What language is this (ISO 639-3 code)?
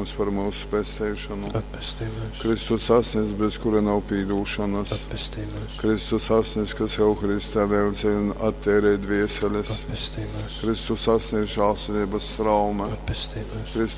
ltg